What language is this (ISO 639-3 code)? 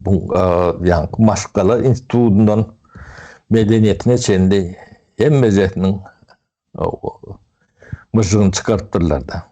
tuk